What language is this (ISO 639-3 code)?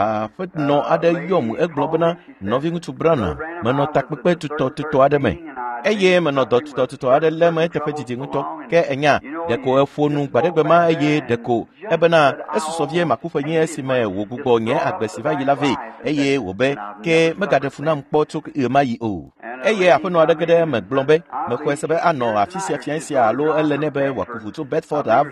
ewe